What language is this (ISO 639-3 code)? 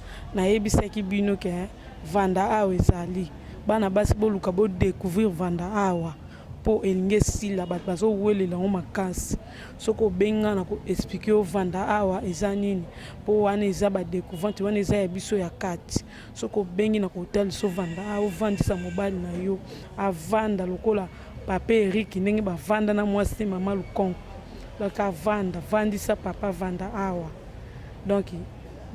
lin